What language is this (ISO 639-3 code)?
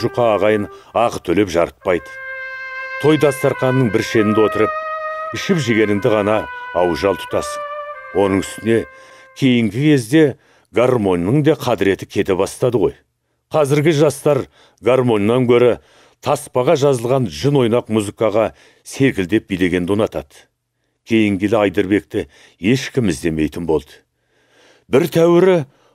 kaz